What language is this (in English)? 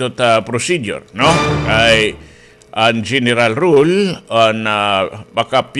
Waray